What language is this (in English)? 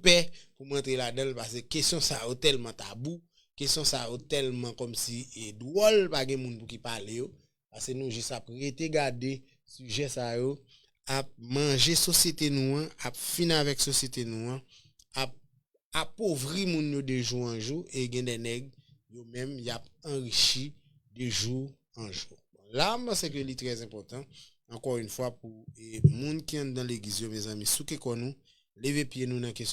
Haitian Creole